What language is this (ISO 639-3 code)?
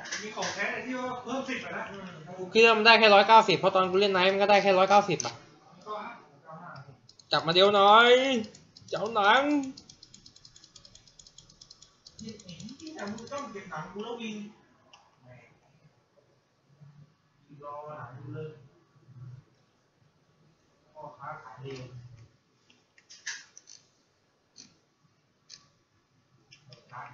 tha